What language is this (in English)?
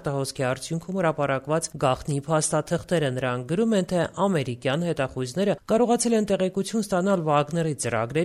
Armenian